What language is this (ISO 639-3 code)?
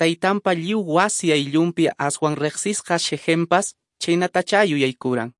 que